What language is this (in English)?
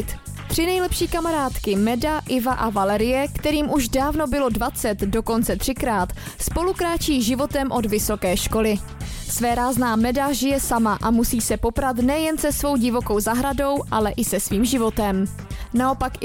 Czech